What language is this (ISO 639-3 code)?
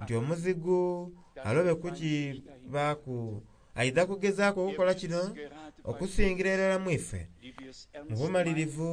xog